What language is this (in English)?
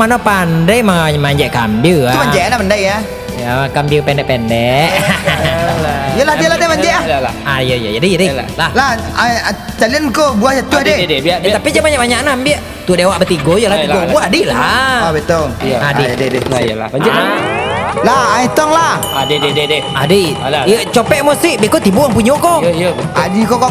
Minangkabau